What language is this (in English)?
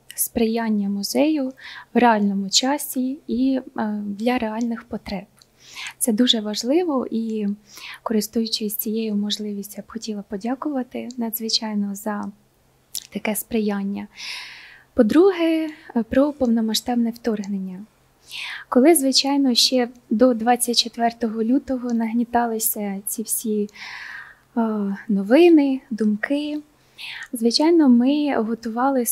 Ukrainian